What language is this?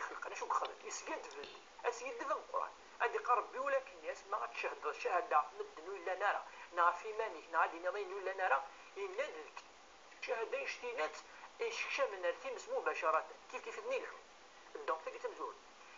Kabyle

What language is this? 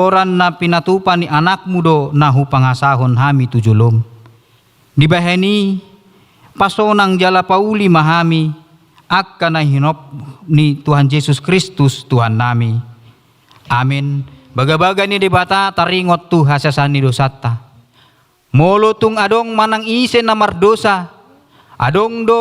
Batak Toba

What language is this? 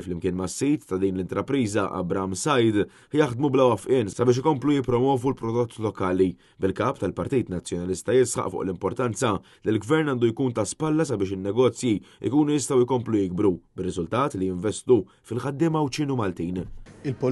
Maltese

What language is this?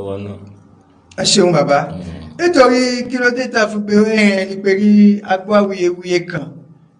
Yoruba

